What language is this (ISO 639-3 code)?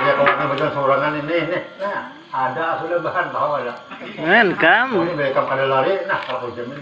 bjn